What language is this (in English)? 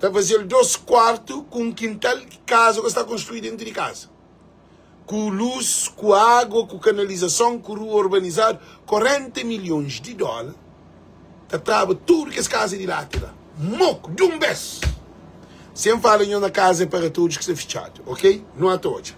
Kabuverdianu